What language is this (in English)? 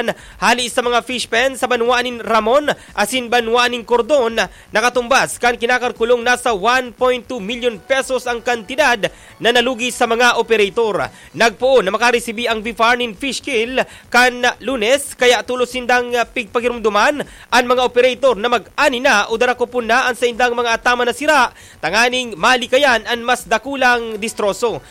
Bikol